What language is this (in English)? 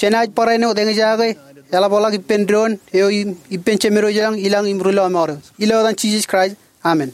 Marshallese